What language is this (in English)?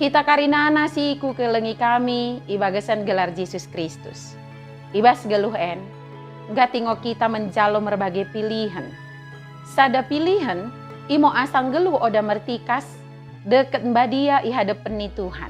Batak Dairi